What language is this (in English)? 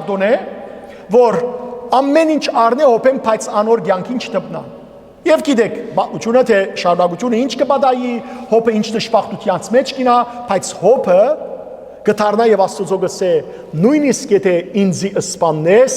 Western Armenian